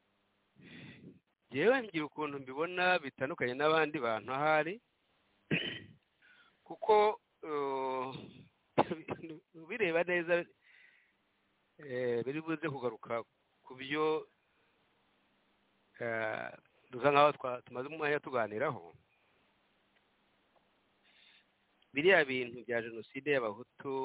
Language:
Kinyarwanda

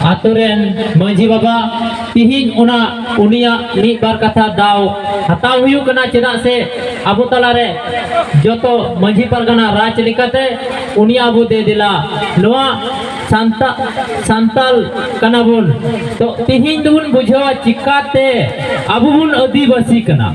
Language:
Santali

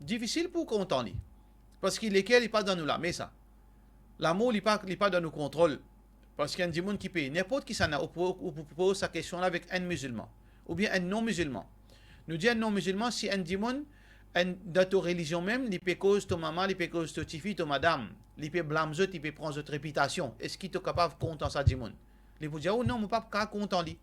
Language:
Morisyen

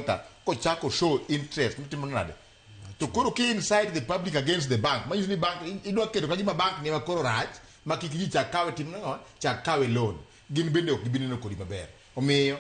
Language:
Luo (Kenya and Tanzania)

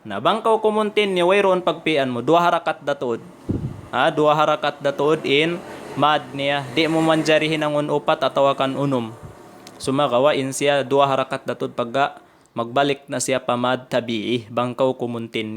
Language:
Tausug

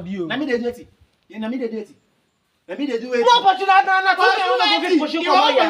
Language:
Nigerian Pidgin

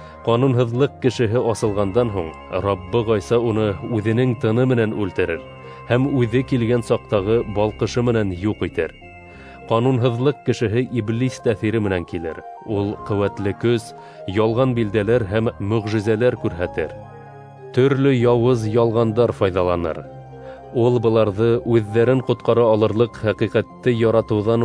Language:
Bashkir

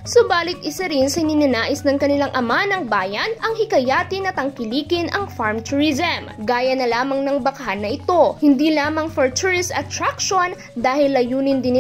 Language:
Filipino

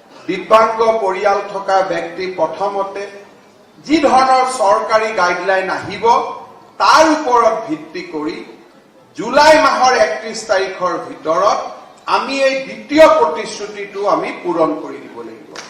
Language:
Assamese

